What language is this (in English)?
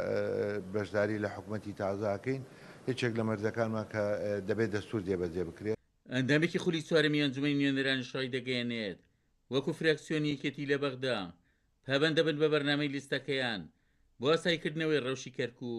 Central Kurdish